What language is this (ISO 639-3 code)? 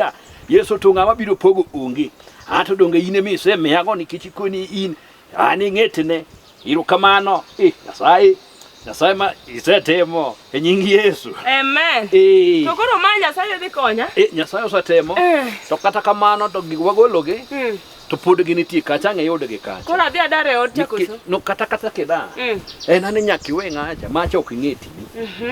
luo